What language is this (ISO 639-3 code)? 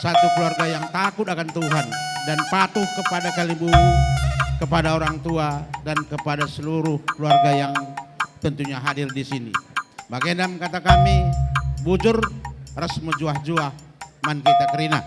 btx